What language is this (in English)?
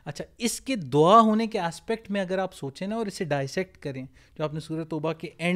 Urdu